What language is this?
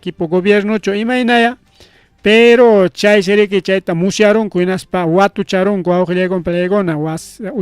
Ayacucho Quechua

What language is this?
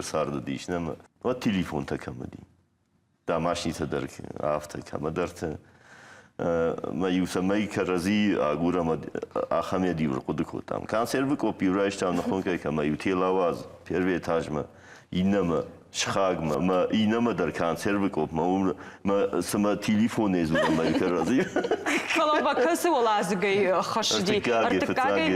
Ossetic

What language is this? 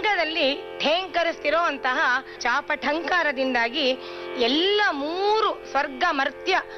Kannada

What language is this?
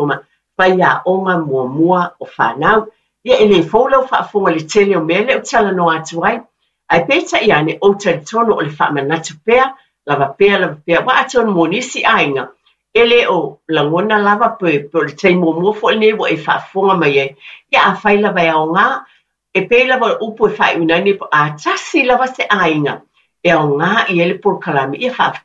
Samoan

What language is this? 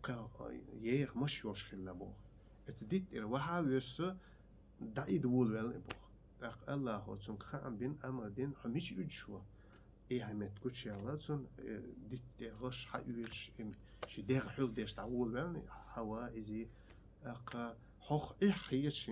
Chechen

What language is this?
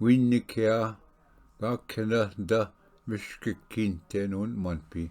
Ojibwa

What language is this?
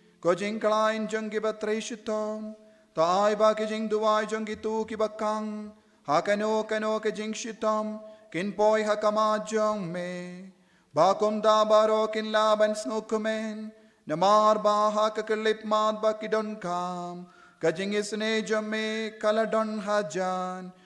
Khasi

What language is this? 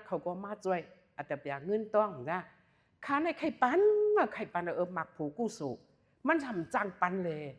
Shan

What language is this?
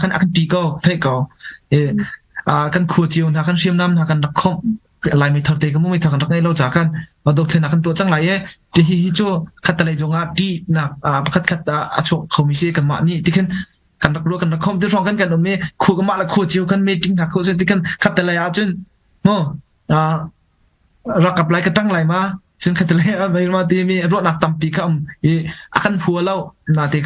Hakha Chin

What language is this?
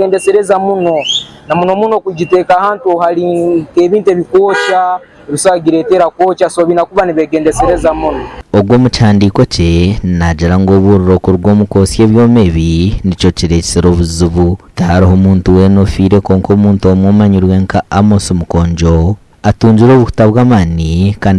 Nyankole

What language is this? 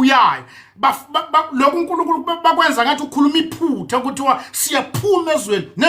Zulu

